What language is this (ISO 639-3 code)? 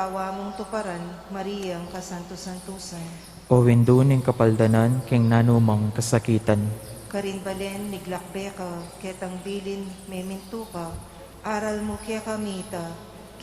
pam